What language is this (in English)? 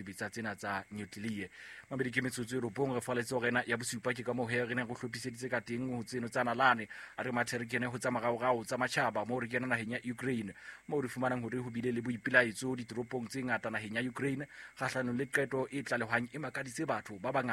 Southern Sotho